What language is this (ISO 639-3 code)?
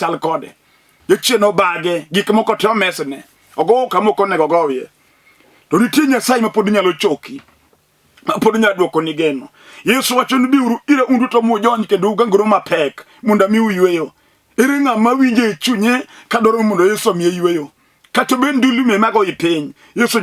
luo